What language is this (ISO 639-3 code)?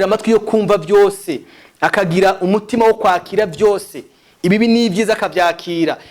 run